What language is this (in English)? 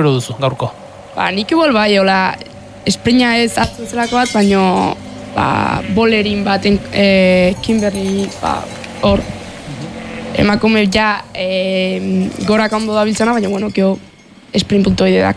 Basque